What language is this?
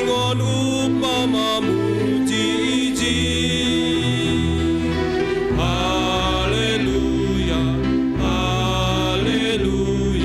Batak Simalungun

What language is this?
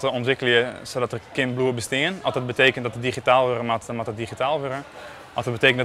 Western Frisian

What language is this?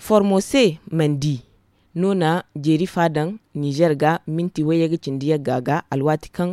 Zarma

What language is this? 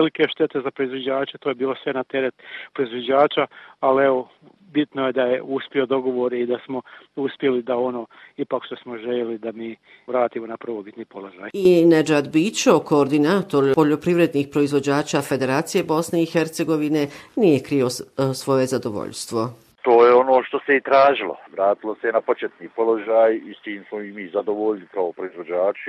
Bosnian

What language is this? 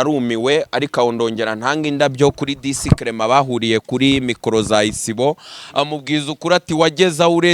Kinyarwanda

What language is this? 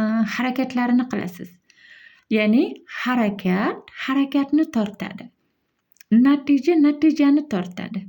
Uzbek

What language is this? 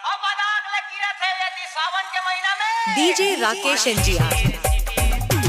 Chhattisgarhi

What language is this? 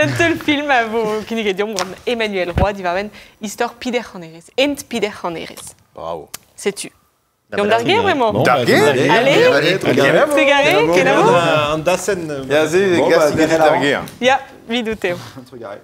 Breton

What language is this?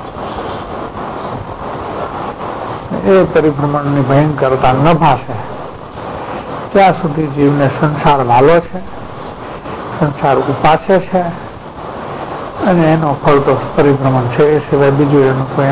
Gujarati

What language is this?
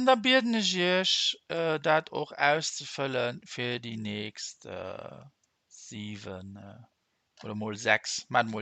Luxembourgish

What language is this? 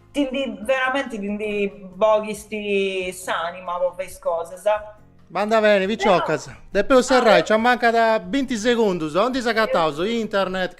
Sardinian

